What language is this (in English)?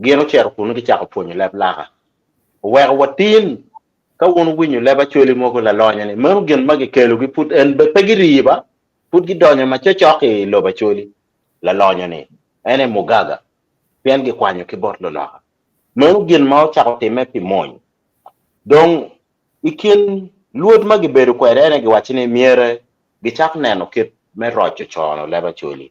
Acoli